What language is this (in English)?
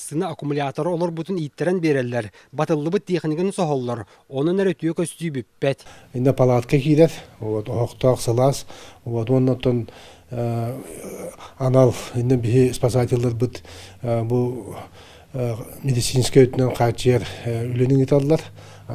Yakut